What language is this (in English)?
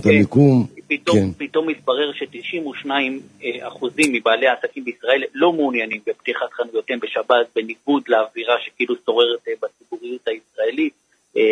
Hebrew